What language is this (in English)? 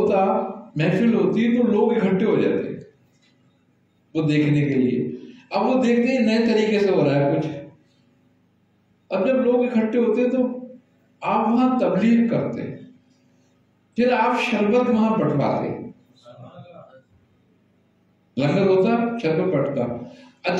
Urdu